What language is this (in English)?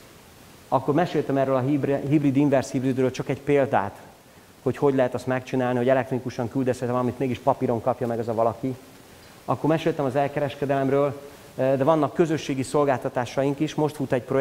Hungarian